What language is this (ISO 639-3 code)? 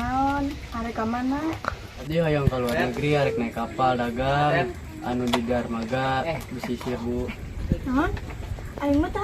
sun